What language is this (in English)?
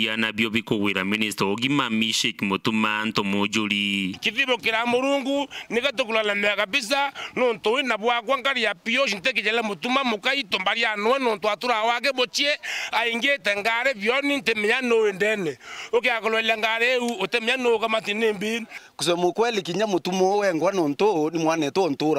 Meru